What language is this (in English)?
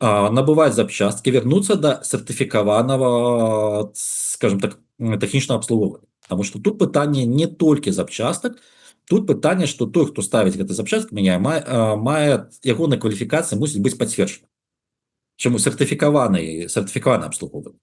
Belarusian